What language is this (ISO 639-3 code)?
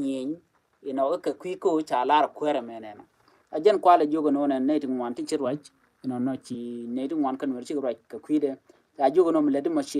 nus